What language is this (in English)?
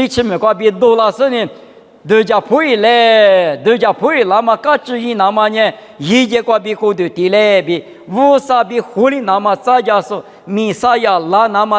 Lisu